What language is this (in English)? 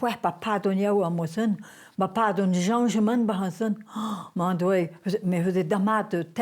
Breton